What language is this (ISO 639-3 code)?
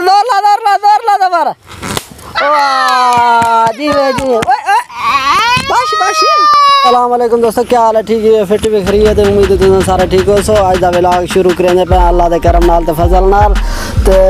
skr